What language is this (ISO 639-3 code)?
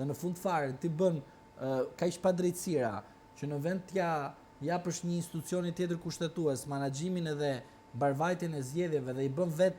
sqi